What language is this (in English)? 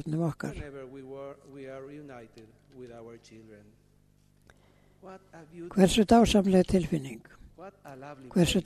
Icelandic